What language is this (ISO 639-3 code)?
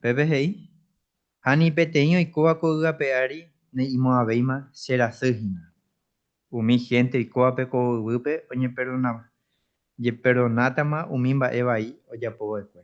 grn